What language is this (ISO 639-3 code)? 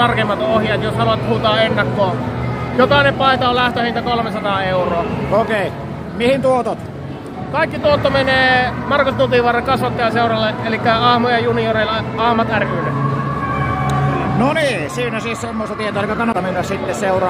fin